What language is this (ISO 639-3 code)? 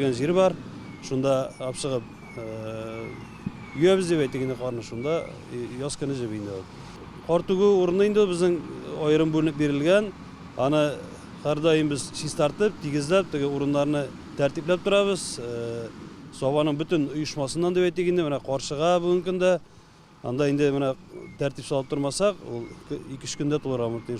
tat